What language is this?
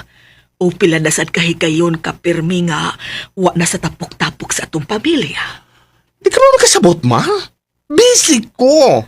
Cebuano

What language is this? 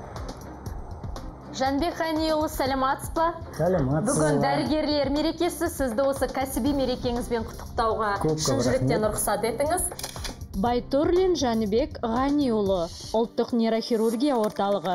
Kazakh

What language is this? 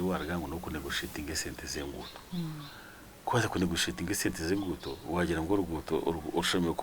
Nyankole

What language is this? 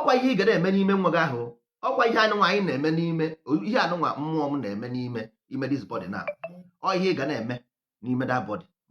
Igbo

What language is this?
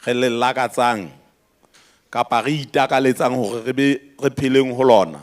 Southern Sotho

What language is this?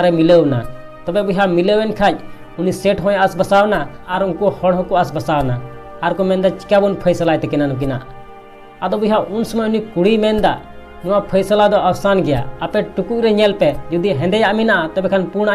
Santali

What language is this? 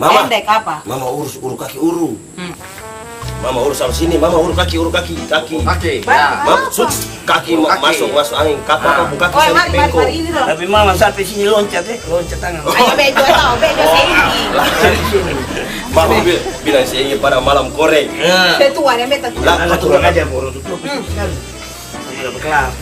Ambonese Malay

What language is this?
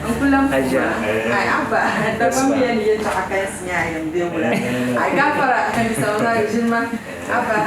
Dagbani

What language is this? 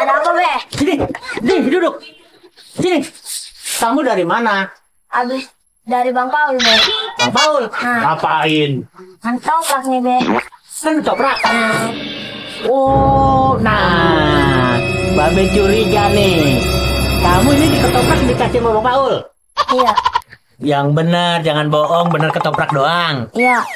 Betawi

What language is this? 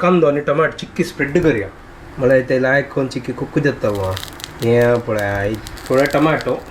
Konkani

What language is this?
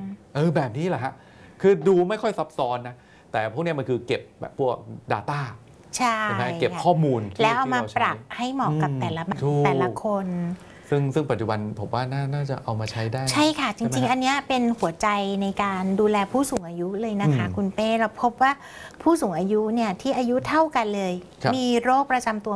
Thai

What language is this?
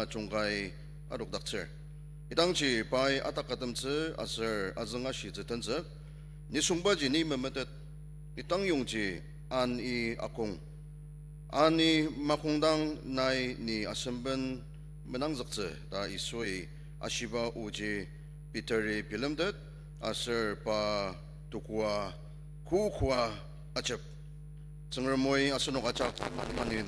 Ao Naga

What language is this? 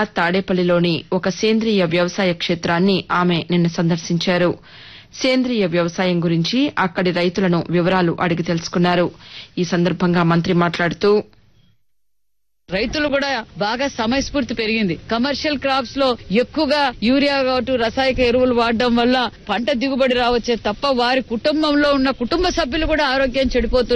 Telugu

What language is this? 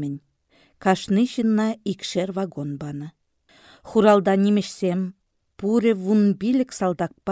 Chuvash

